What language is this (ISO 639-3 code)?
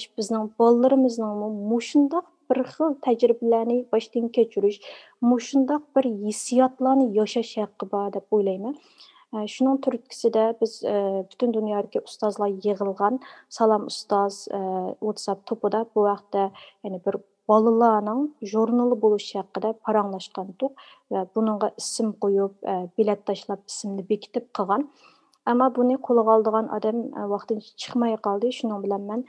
uig